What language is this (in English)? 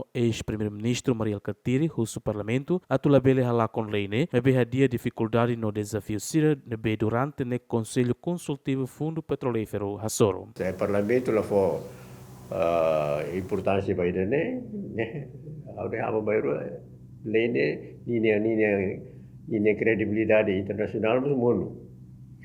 Tetum